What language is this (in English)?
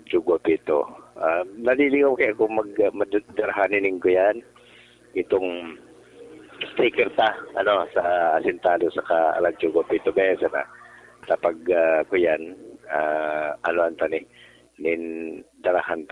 Bikol